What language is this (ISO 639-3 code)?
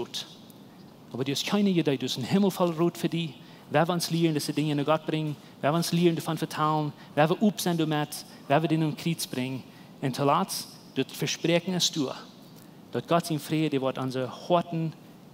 pdt